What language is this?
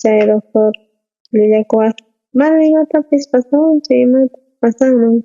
South Bolivian Quechua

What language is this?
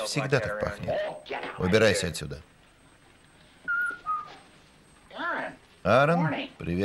Russian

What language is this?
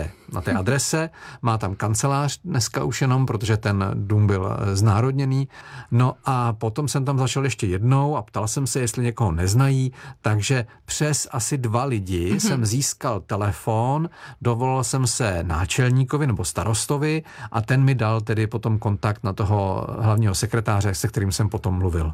Czech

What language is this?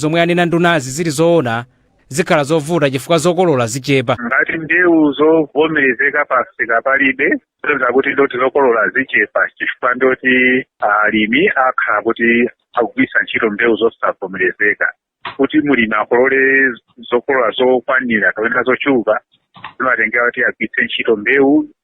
Nyanja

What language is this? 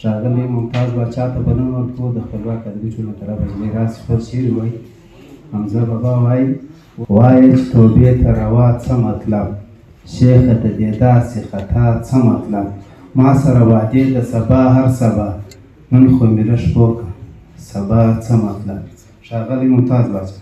Pashto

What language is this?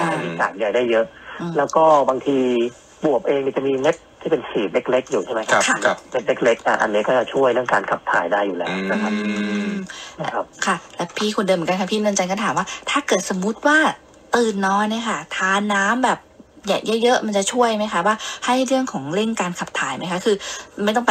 Thai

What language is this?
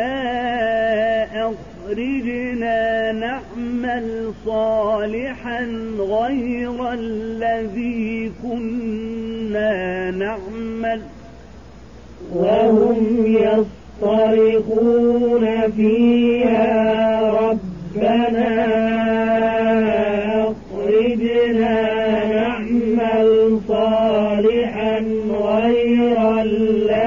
Arabic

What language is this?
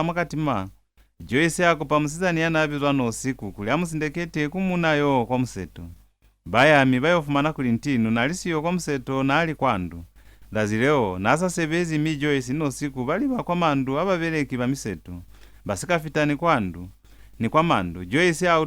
Lozi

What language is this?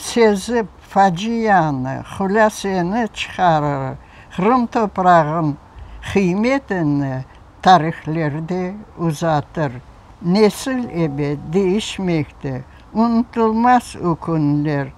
Crimean Tatar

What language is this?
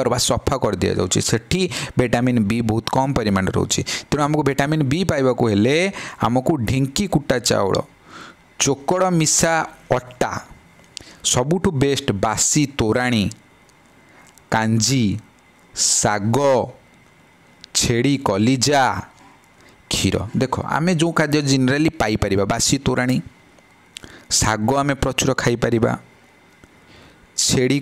Odia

